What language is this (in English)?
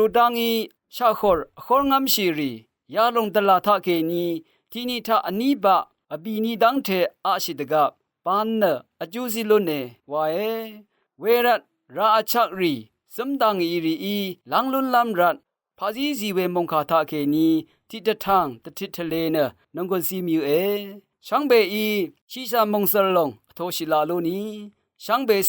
Rawang